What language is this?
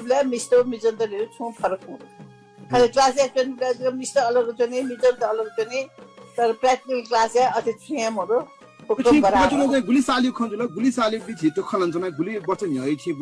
Newari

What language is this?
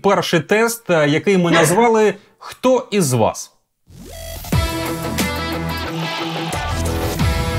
Ukrainian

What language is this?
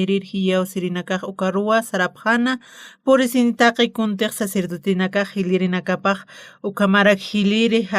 Aymara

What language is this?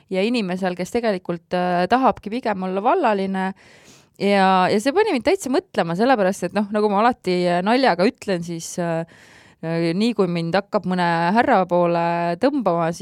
Estonian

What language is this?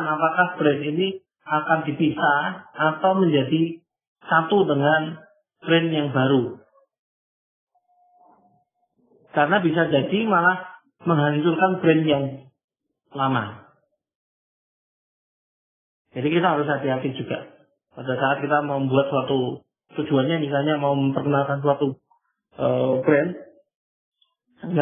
Indonesian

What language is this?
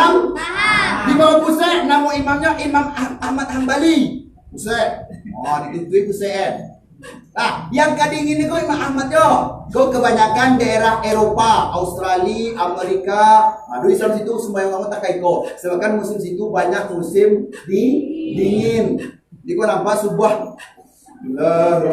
Minangkabau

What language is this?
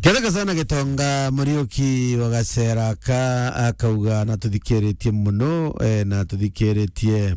Meru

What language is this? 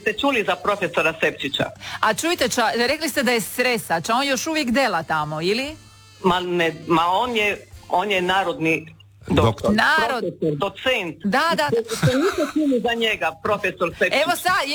Croatian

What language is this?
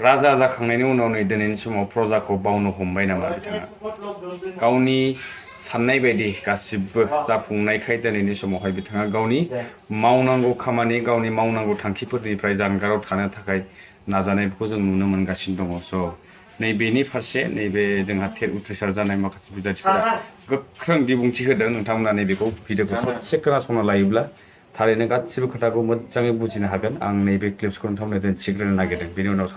Bodo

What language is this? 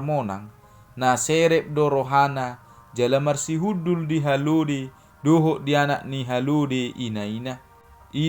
Batak Toba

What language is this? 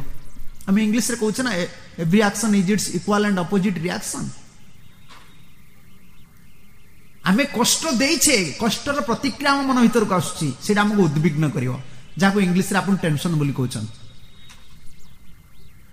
Odia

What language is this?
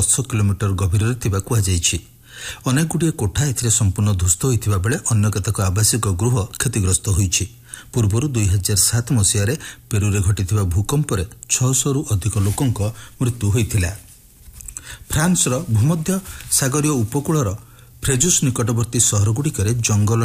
Odia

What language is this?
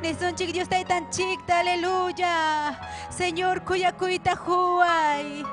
Ayacucho Quechua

